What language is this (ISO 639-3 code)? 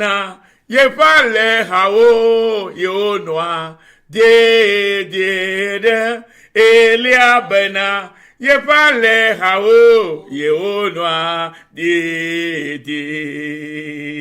ewe